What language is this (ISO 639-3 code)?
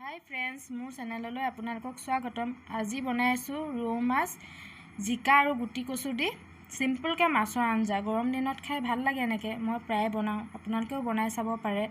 asm